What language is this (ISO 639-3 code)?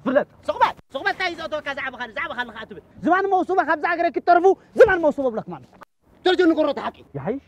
tir